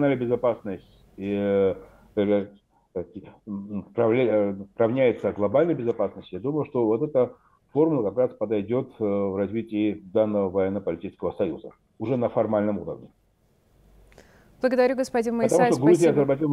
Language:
Russian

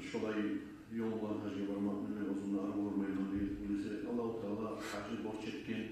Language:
Kumyk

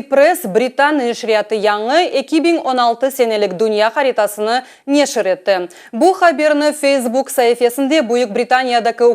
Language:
Crimean Tatar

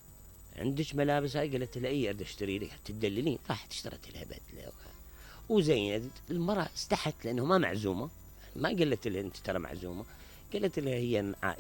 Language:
Mesopotamian Arabic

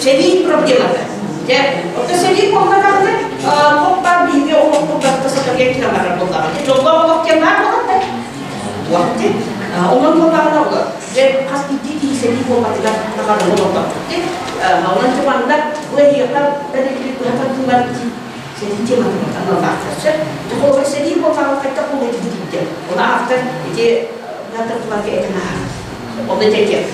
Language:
Yakut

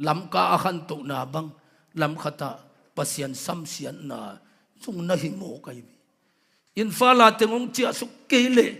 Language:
Tedim Chin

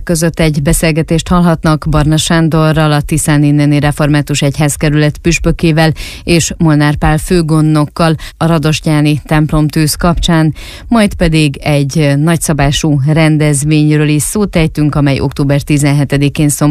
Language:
Hungarian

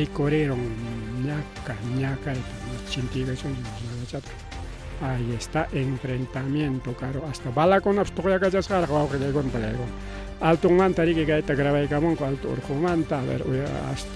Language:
Ayacucho Quechua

